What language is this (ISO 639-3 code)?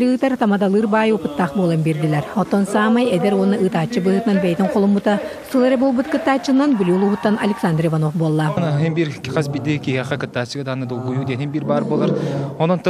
sah